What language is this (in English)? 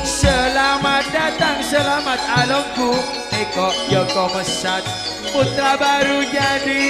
Madurese